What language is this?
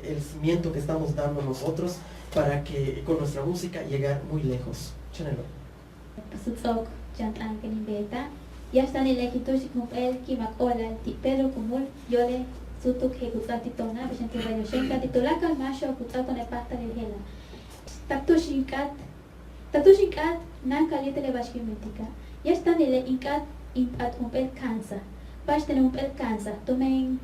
Yucateco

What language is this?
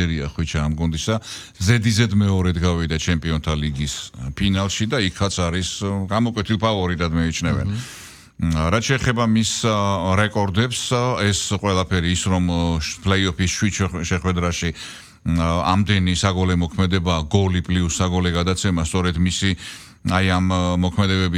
Georgian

